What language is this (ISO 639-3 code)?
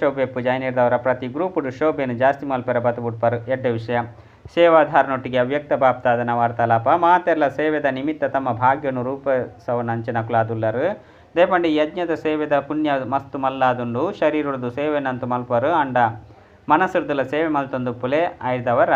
tcy